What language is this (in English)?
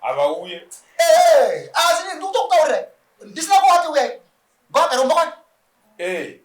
Shona